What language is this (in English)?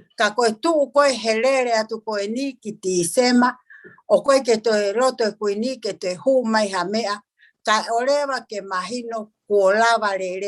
Tongan